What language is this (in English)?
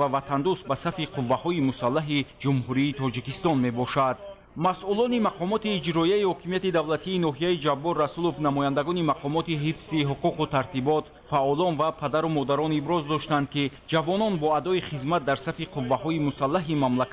Tajik